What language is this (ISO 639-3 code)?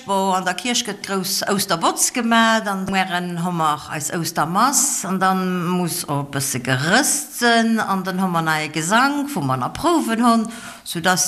ltz